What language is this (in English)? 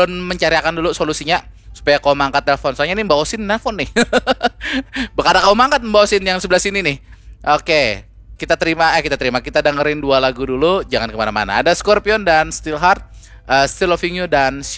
Banjar